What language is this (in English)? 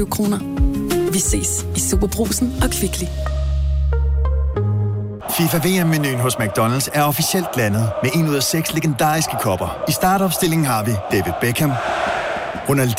Danish